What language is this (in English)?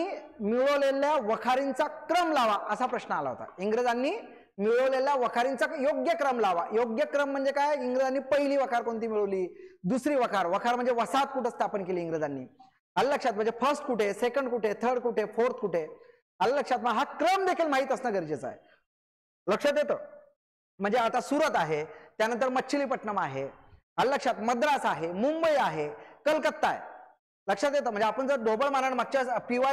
Marathi